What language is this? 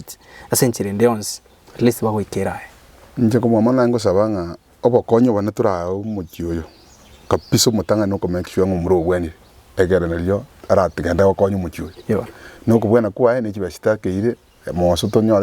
Gusii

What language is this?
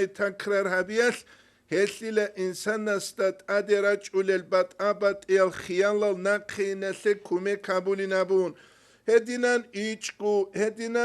Avaric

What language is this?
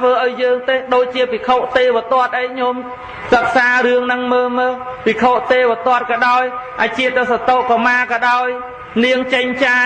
Khmer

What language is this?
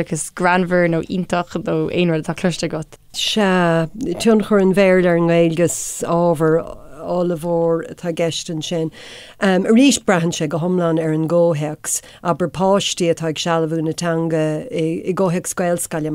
Irish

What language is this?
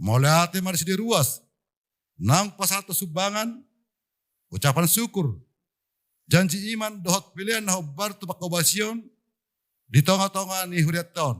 Batak Toba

